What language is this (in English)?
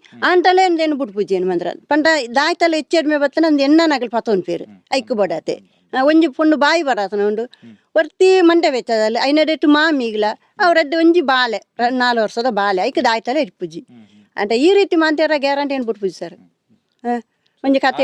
Tulu